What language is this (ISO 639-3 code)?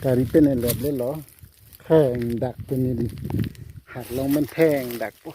mjw